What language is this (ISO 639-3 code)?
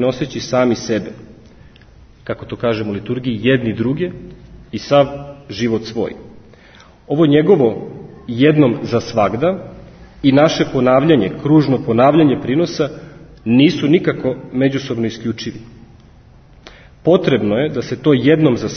srp